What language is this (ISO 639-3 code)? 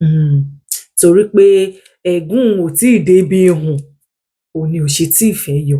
yor